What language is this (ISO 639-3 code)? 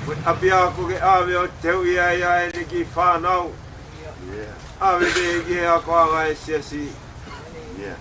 ton